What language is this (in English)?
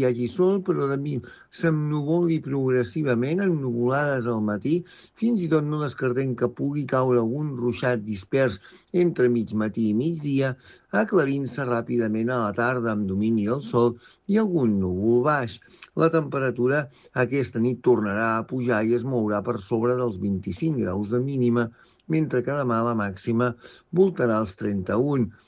Catalan